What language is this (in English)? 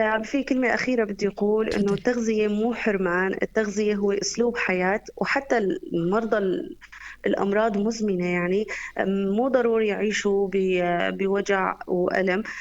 North Levantine Arabic